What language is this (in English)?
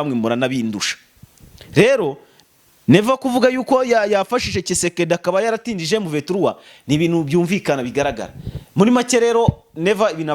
Kinyarwanda